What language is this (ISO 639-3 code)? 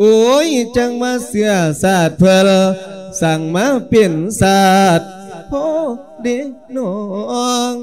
lao